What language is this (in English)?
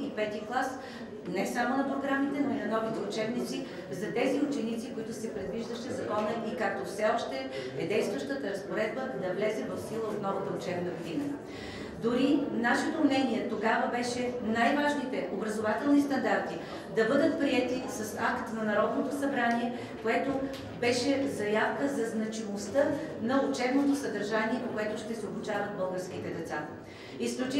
Bulgarian